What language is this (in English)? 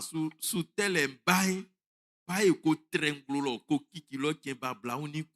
Baoulé